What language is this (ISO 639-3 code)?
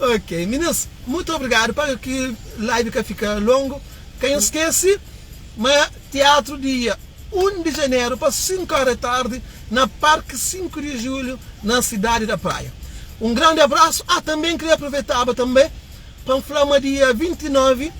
kea